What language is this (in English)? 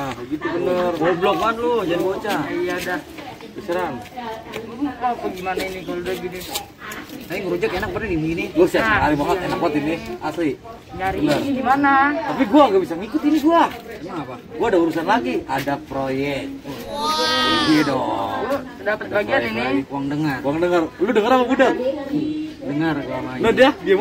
Betawi